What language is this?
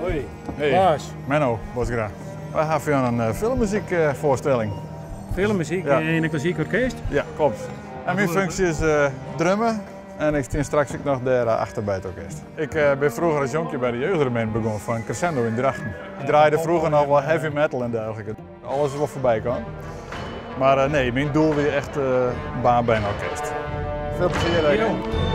Western Frisian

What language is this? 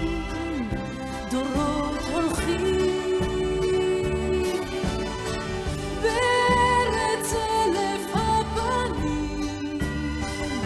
Hebrew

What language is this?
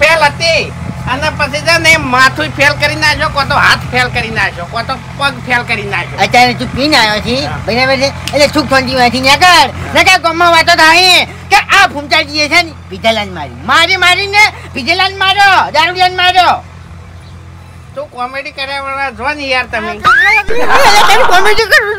Gujarati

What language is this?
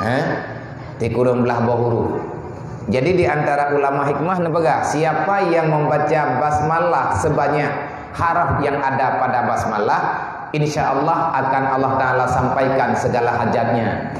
Achinese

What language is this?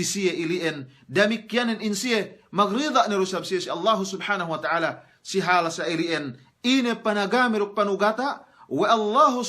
Yakan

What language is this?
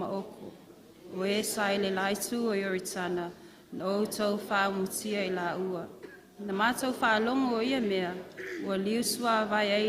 Samoan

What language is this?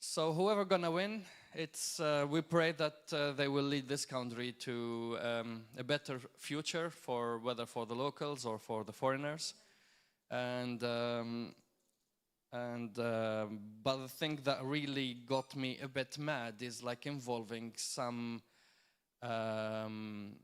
English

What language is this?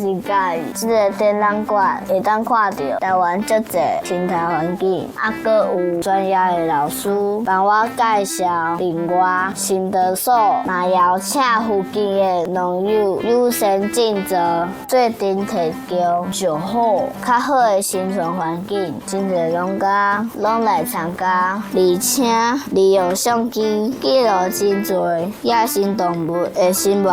Min Nan Chinese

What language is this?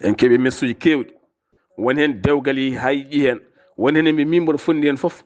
Fula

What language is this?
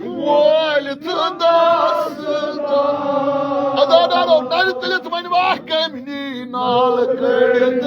Kashmiri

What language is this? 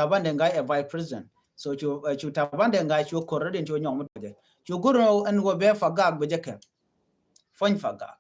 Nuer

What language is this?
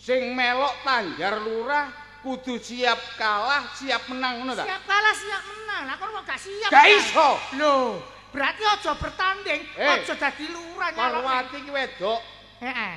Javanese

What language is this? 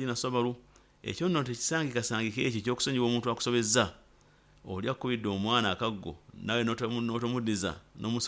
Nyoro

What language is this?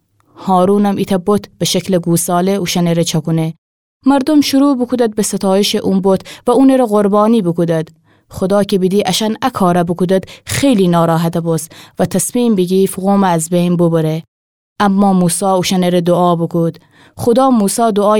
Gilaki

